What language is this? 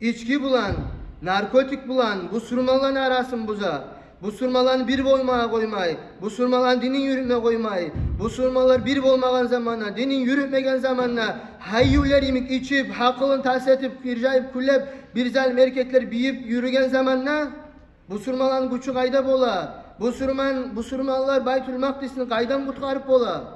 Kumyk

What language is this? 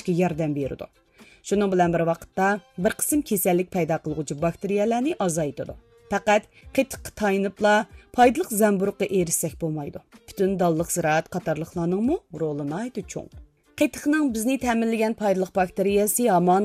Uyghur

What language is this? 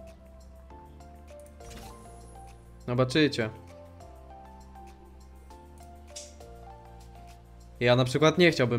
Polish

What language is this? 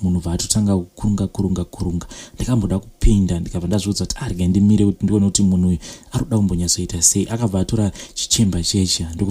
Shona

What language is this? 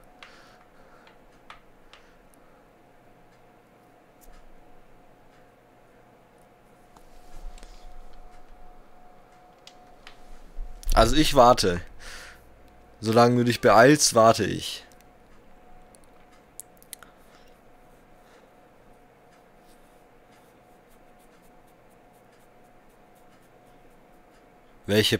German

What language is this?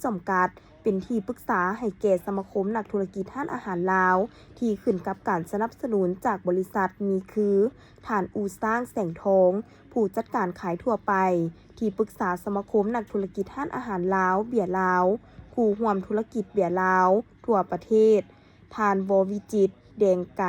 Lao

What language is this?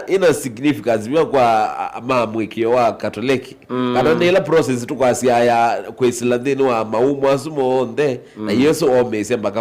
Kamba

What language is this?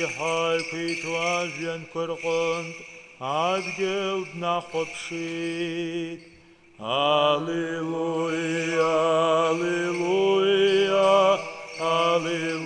Abkhazian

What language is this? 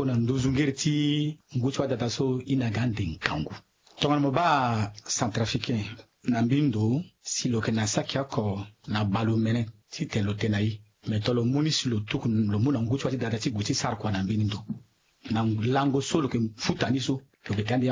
Sango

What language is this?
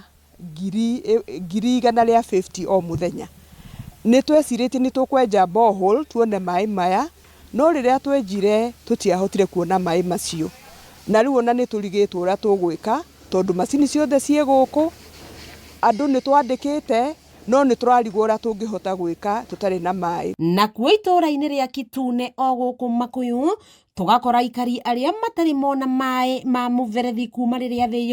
Kikuyu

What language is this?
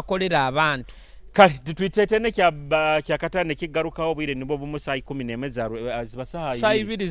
Nyoro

